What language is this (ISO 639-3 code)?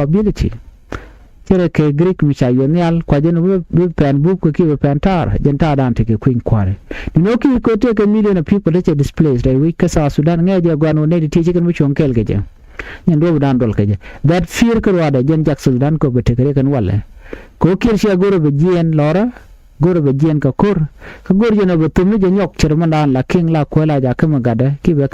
nus